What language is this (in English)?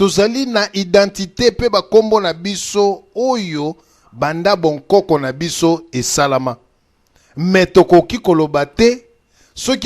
Lingala